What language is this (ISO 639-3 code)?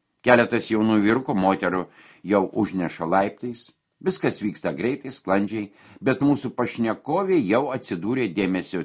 lit